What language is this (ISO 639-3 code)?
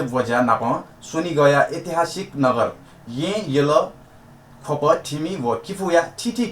new